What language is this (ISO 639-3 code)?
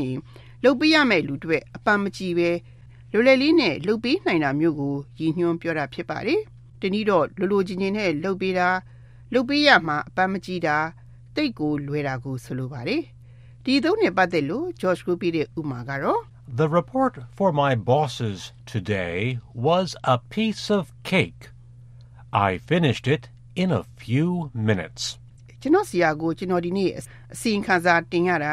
mya